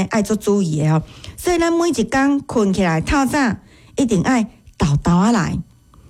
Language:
Min Nan Chinese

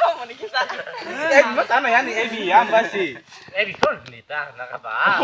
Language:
Kok Borok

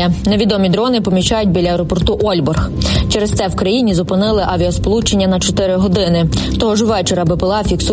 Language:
Ukrainian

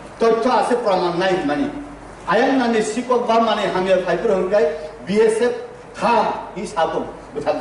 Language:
Riang (India)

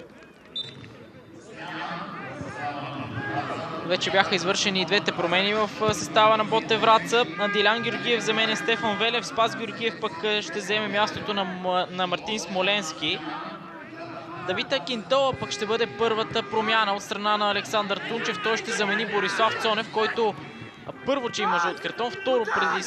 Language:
Bulgarian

